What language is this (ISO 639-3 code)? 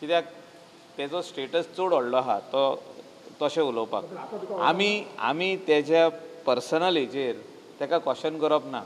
kok